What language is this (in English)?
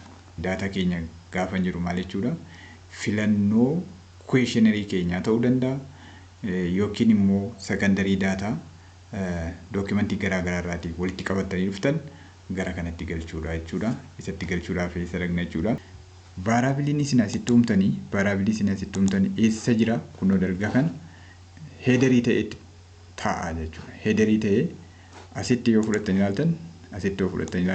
Oromo